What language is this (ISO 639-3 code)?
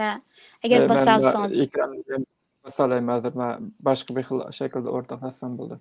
uig